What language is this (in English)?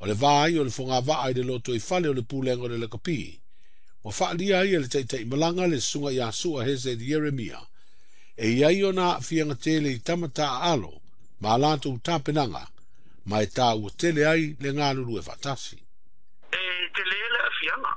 Samoan